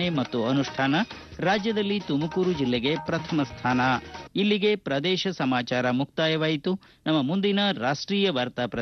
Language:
Kannada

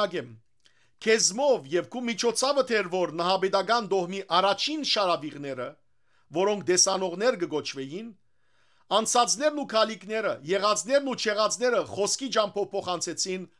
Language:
Western Armenian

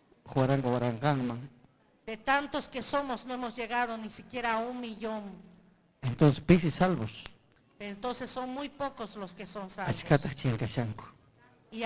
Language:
Ayacucho Quechua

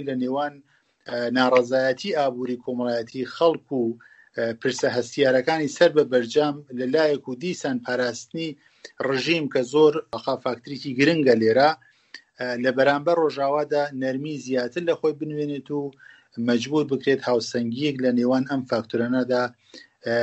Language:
Central Kurdish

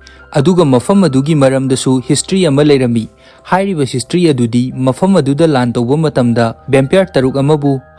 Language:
Manipuri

